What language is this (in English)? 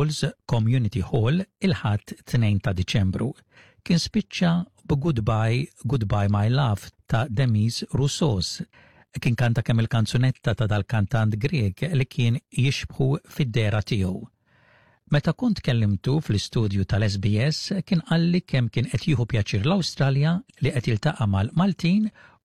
Maltese